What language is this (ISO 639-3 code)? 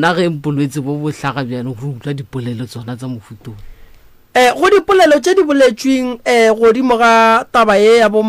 nso